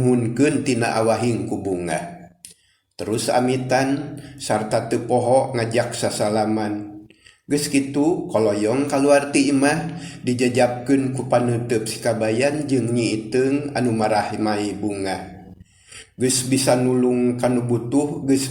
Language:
Sundanese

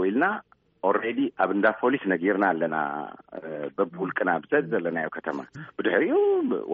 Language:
Tigrinya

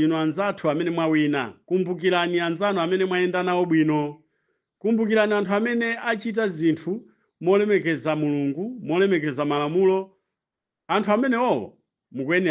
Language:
Nyanja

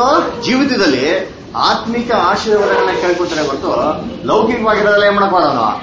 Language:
Kannada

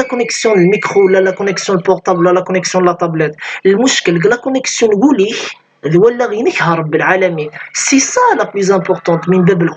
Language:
Kabyle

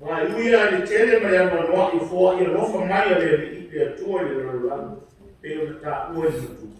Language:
Samoan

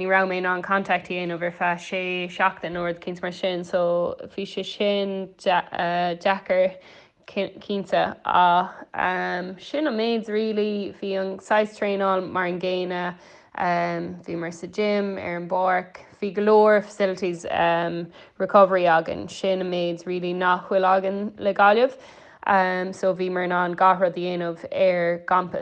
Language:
Irish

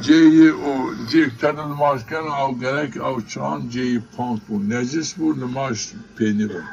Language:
Zaza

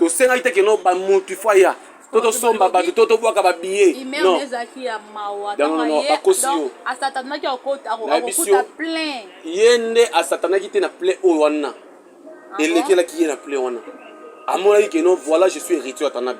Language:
Lingala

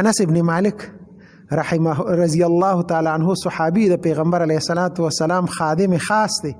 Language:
Pashto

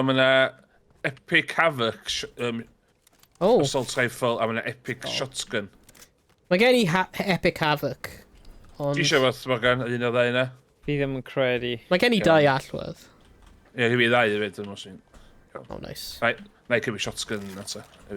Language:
Welsh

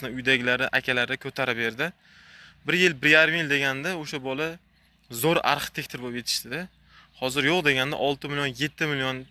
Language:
Uzbek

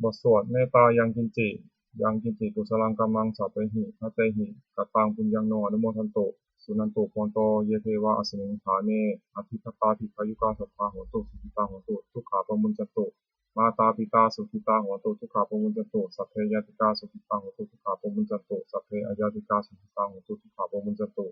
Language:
Pali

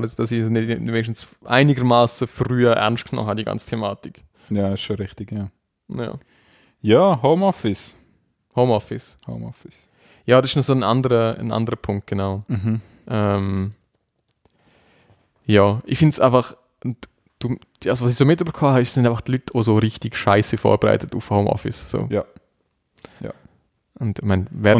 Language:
German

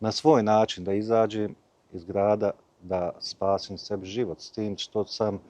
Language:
Bosnian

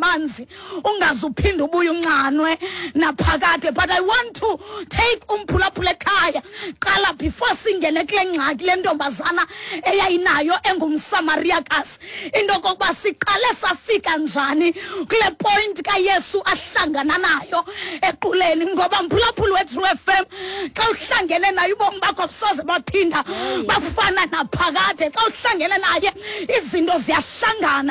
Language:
Xhosa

